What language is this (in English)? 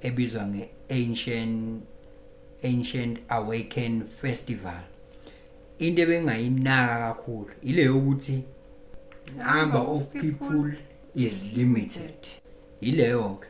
Zulu